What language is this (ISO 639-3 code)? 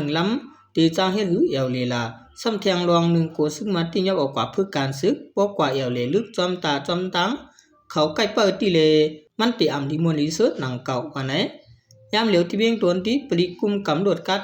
shn